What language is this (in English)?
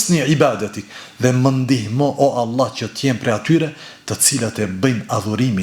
Albanian